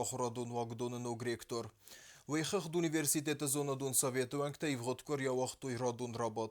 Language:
Ossetic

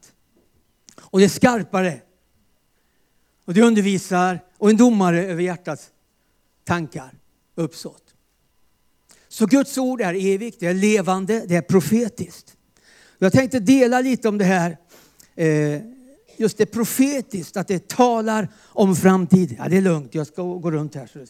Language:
Swedish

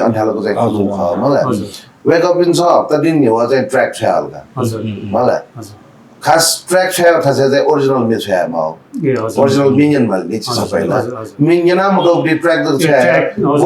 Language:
Newari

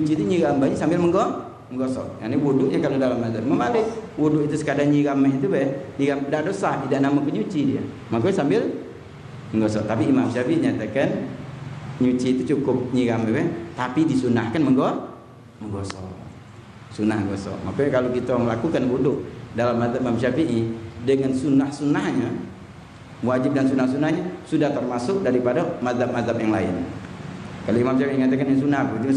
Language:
Musi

